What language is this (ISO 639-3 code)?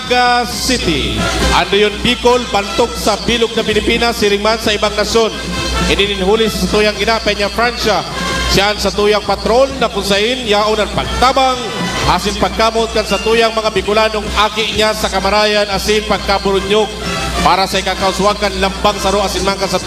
bik